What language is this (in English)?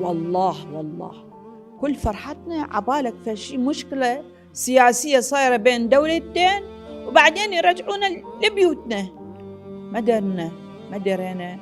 Mesopotamian Arabic